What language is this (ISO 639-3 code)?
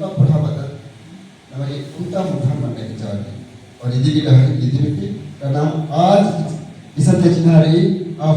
kru